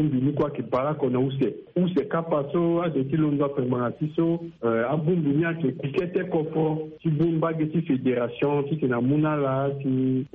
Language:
Sango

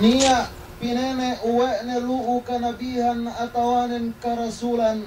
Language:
Yakan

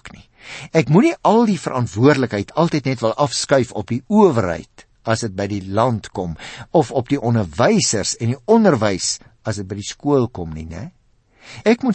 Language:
Afrikaans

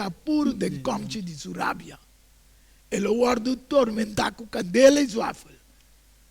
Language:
Papiamento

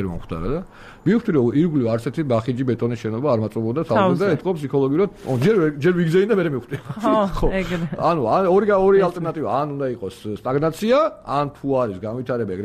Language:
Georgian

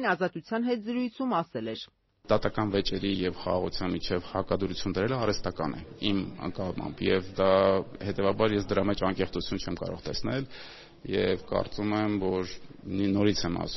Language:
Armenian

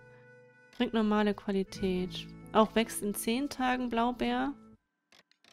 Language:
German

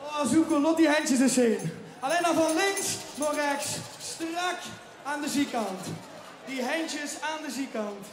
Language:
Limburgish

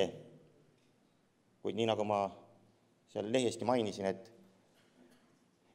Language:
Estonian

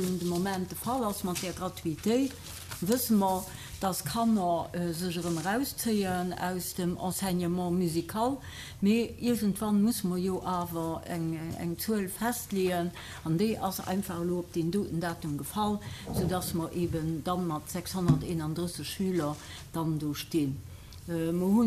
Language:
Luxembourgish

